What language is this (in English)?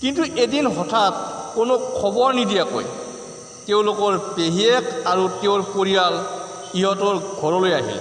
Assamese